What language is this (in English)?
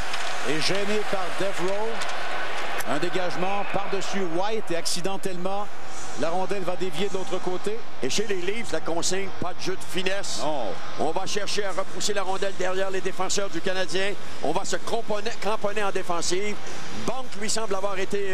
French